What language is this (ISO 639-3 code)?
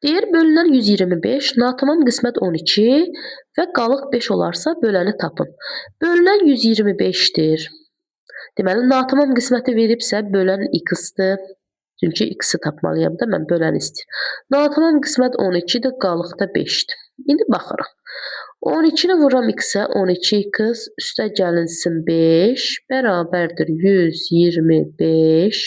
aze